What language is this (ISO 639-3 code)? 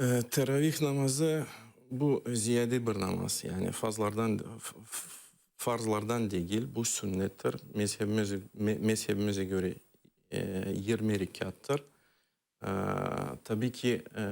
crh